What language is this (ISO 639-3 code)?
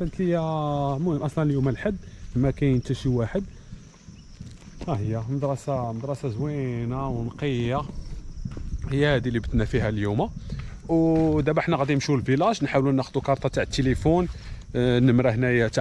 ary